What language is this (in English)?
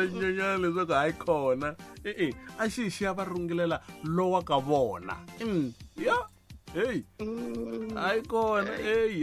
Tsonga